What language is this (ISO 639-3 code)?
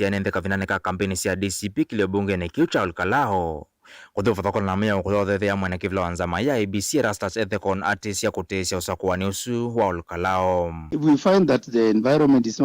kam